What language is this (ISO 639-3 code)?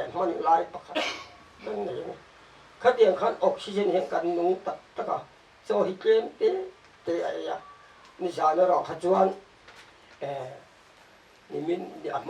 lus